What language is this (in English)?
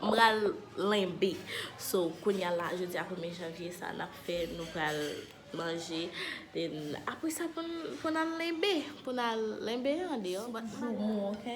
Haitian Creole